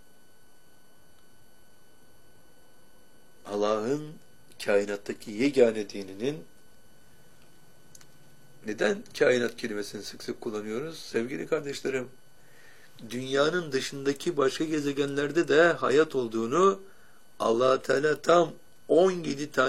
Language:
Turkish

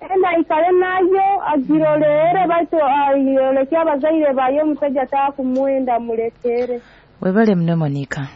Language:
Nyoro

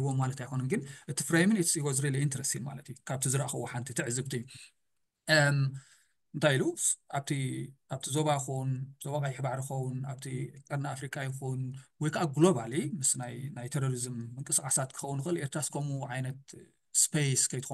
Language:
Tigrinya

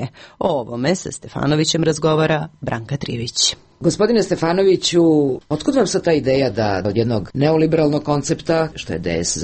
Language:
Serbian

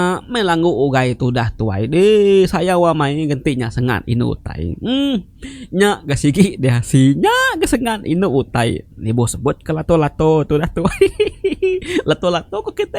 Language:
Iban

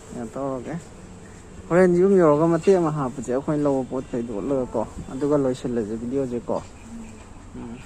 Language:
Manipuri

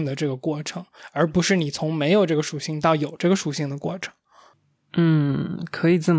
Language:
Chinese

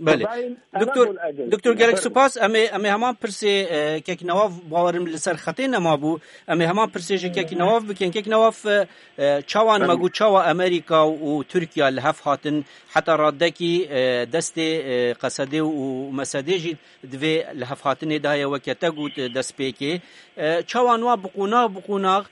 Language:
Kurdish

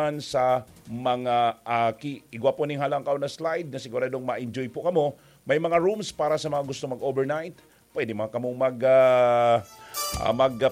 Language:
Bikol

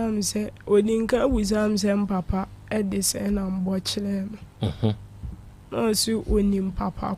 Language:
Akan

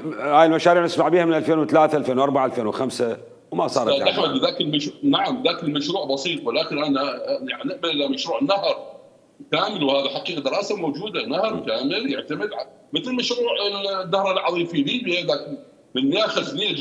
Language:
Mesopotamian Arabic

